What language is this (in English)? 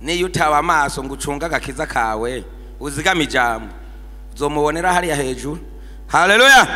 Rundi